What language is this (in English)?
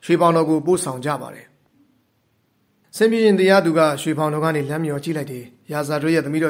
Burmese